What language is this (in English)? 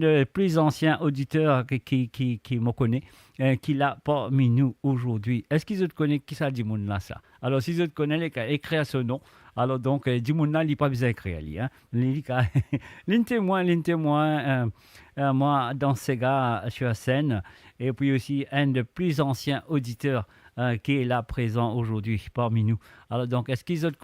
Morisyen